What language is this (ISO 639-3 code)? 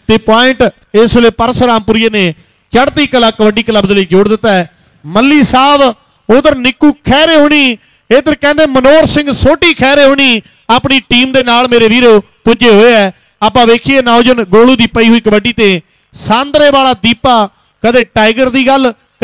pan